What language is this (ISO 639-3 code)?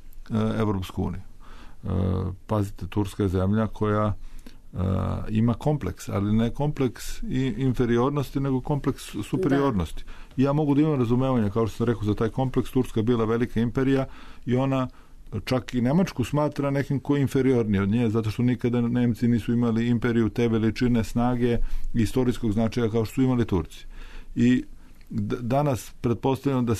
srp